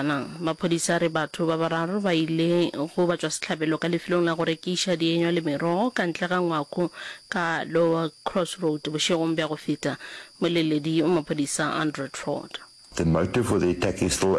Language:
Northern Sotho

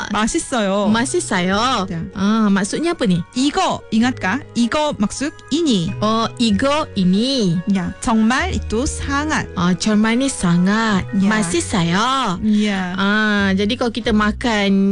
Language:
Malay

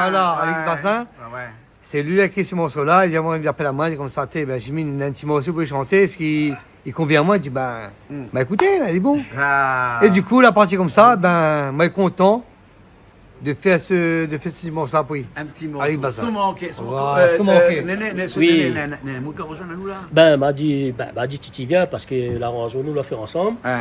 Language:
Réunion Creole French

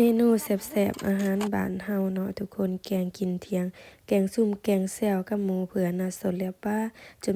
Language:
Lao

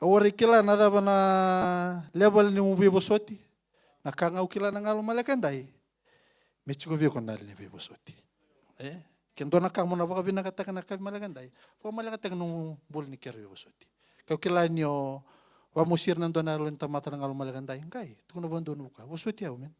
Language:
Fijian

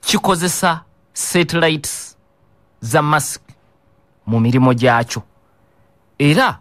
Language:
Ganda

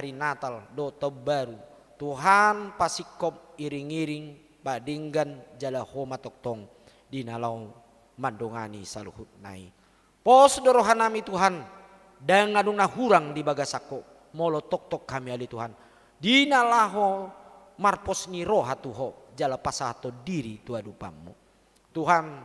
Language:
Batak Toba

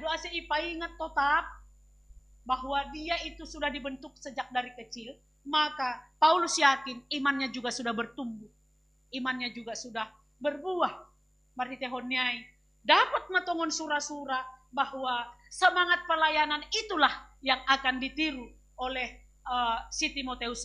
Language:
Batak Simalungun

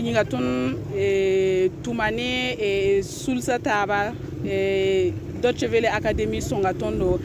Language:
Mossi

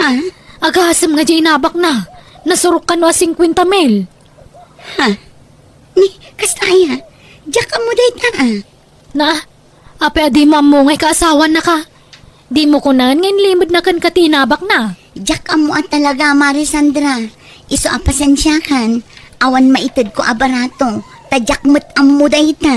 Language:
Iloko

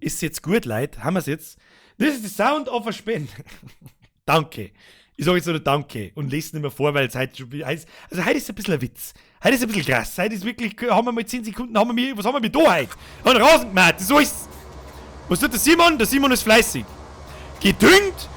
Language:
Bavarian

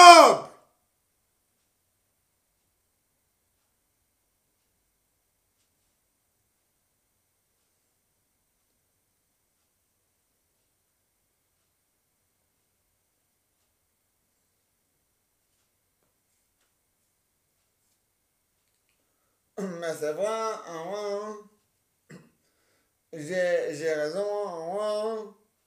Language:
French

